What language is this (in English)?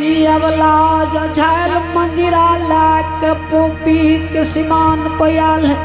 Angika